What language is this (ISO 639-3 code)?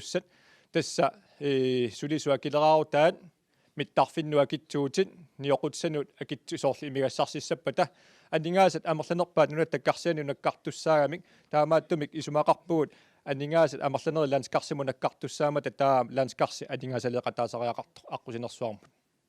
kal